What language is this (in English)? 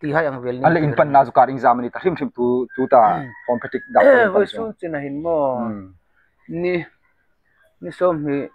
Hmar